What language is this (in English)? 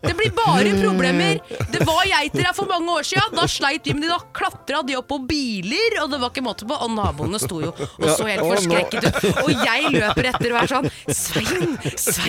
Norwegian